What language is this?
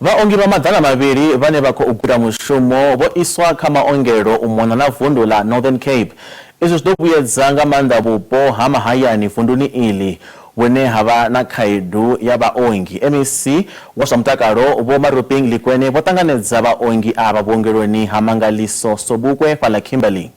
Venda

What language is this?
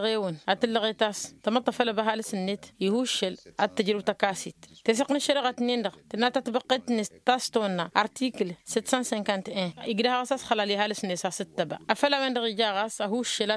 Tamasheq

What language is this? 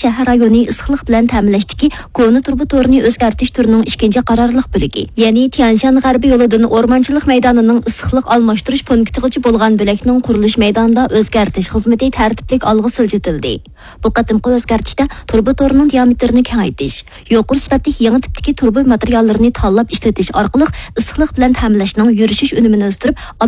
Uyghur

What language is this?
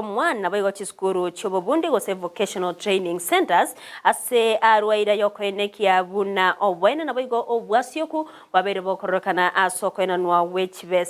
Gusii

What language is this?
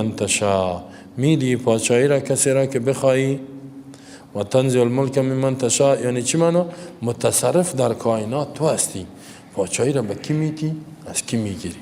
Persian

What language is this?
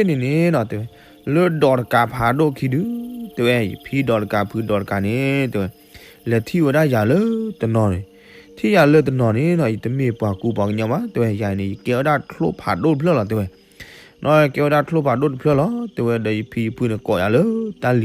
S'gaw Karen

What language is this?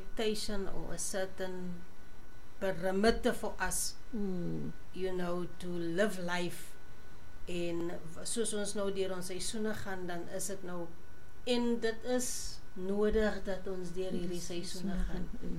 Afrikaans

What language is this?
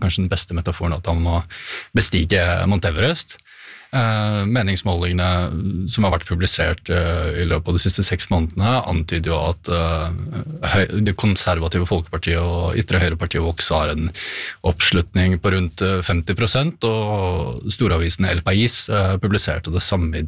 Norwegian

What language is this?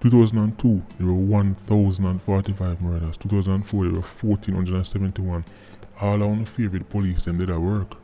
Jamaican Creole English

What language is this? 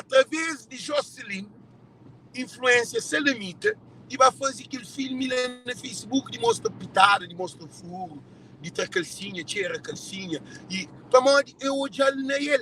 Kabuverdianu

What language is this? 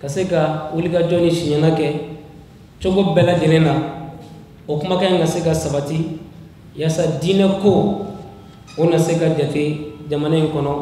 Bambara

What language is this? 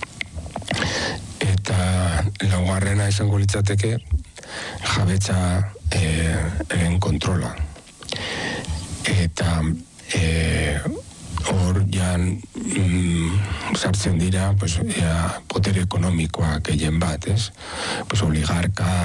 Basque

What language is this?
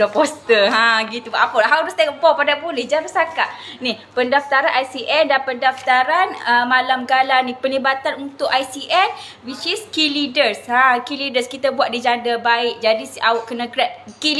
Malay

